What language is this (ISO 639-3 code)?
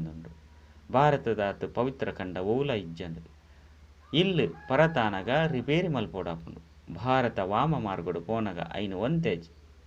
tcy